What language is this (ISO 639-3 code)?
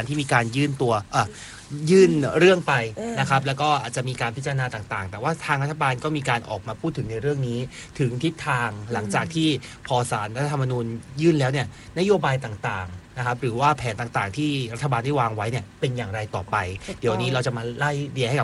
tha